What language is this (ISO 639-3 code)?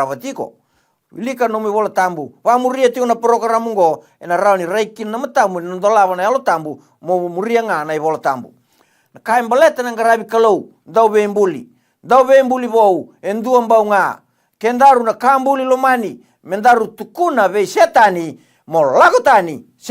fij